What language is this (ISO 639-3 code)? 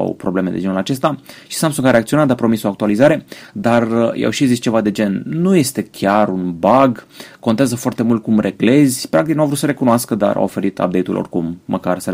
ron